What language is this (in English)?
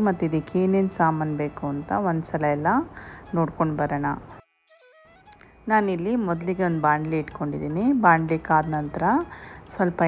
Kannada